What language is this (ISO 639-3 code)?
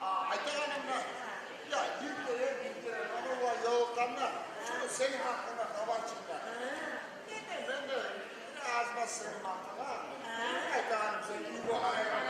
kum